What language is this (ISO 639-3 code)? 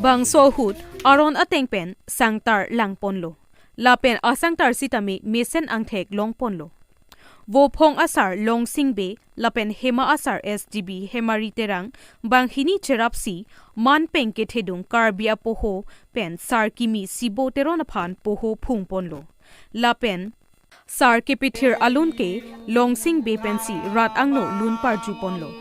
mjw